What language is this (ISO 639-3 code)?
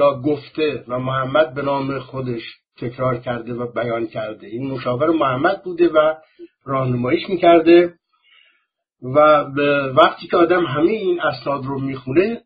fas